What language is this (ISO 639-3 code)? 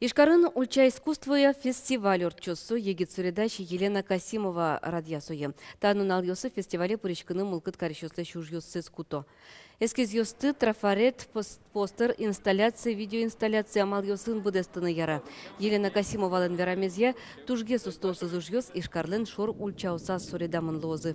udm